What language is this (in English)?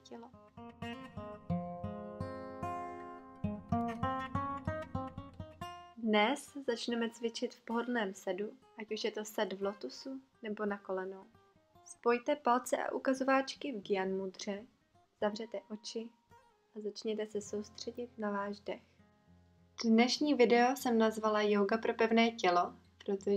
Czech